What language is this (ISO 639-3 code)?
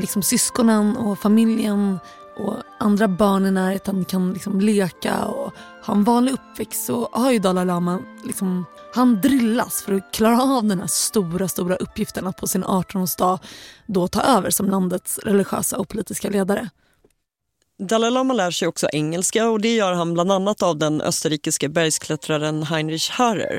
swe